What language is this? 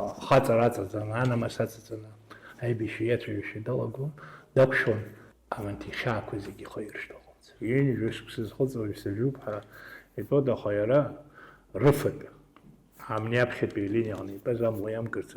Abkhazian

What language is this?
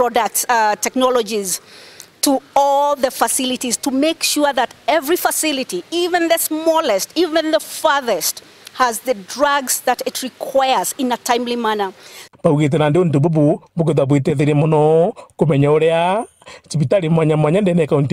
Meru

